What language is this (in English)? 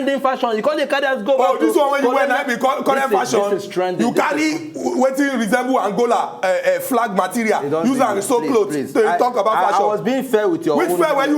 Nigerian Pidgin